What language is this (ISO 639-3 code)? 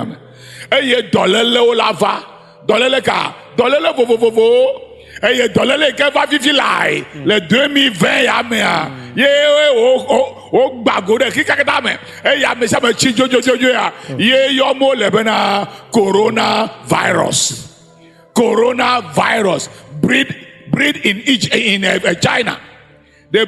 ewe